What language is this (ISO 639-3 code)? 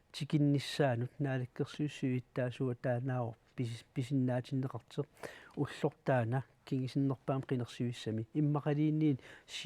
kal